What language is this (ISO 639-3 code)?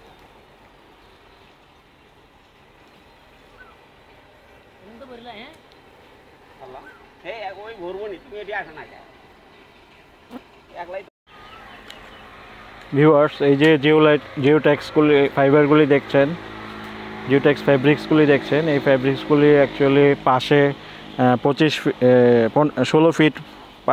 ben